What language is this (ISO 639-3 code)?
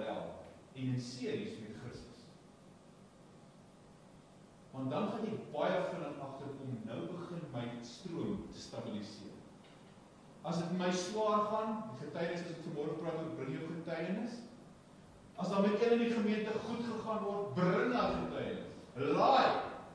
afr